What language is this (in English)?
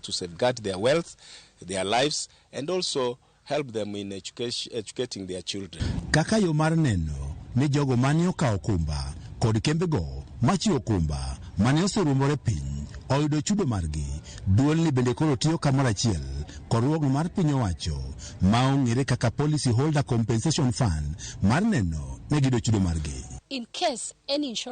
Luo (Kenya and Tanzania)